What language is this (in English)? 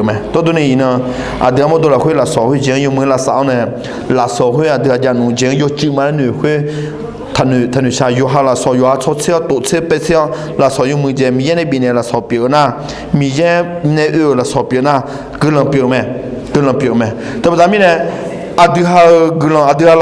Akha